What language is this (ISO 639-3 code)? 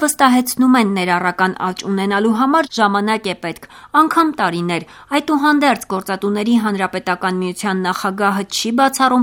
hye